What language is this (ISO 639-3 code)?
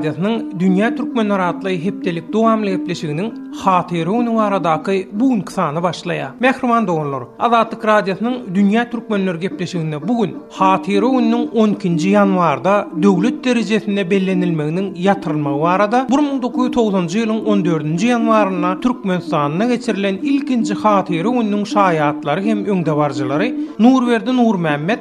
tuk